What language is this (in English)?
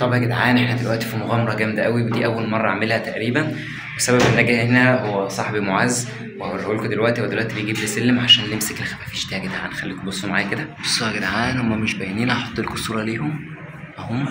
Egyptian Arabic